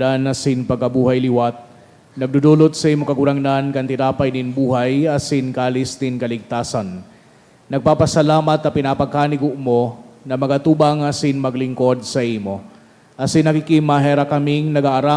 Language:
Bikol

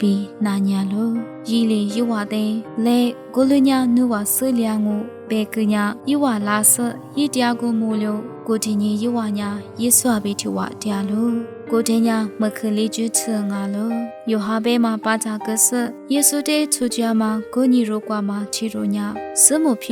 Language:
Lisu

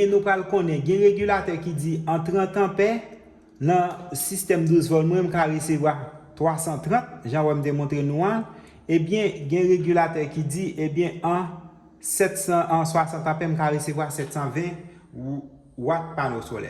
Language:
Haitian Creole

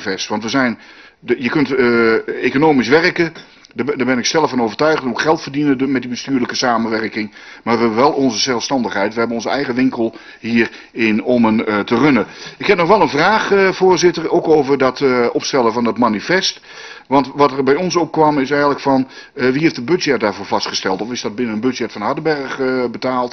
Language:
Dutch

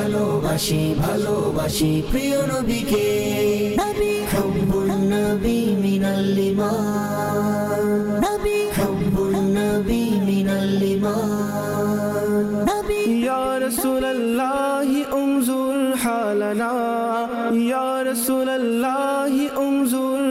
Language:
Bangla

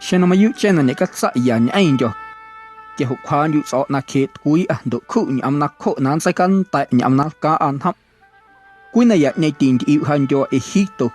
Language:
Guerrero Amuzgo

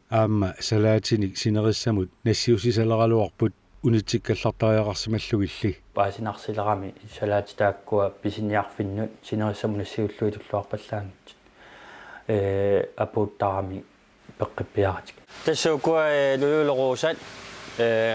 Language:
Kalaallisut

